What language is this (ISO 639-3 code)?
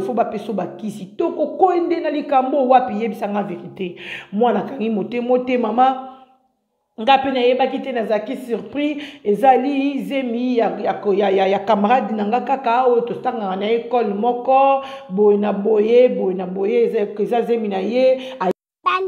lin